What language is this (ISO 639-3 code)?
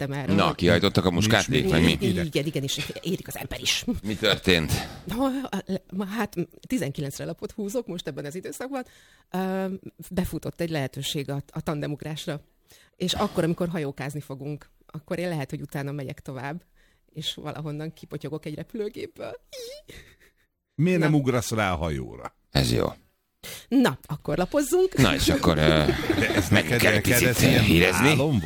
hun